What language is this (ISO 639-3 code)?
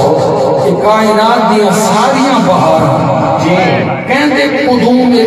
skr